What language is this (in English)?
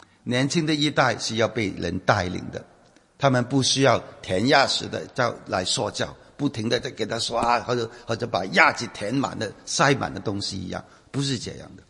Chinese